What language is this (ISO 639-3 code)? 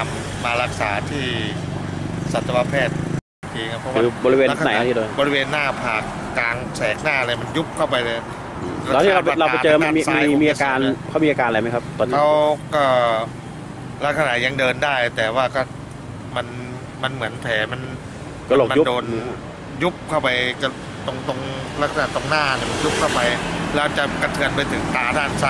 tha